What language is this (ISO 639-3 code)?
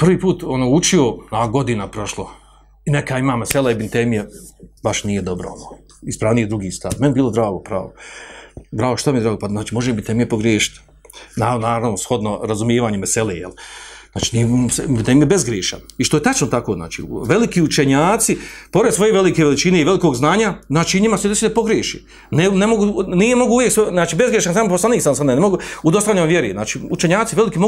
bos